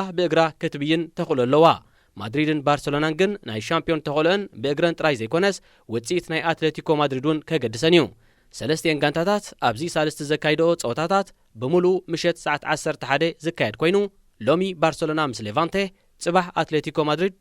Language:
Tigrinya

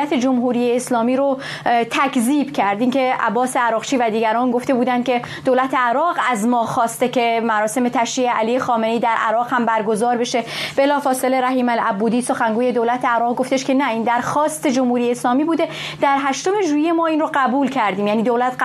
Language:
Persian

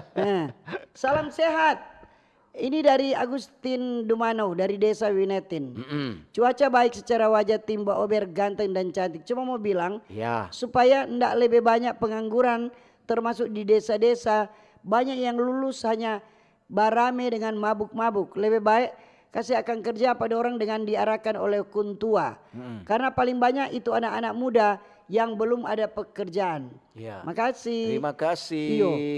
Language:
Manado Malay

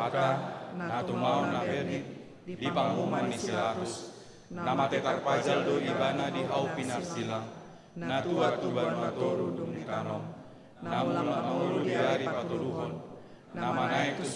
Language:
Batak Toba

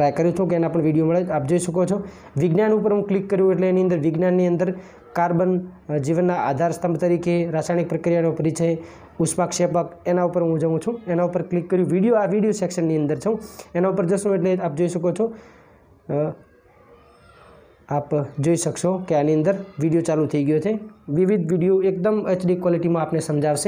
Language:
Gujarati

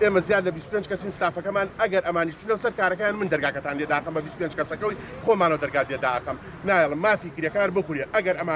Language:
Central Kurdish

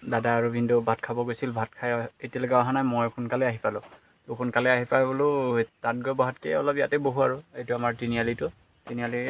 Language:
Assamese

